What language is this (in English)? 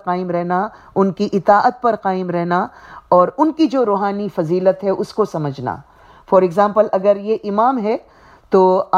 Urdu